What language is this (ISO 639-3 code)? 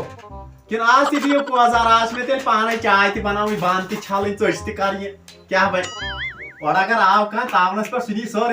kas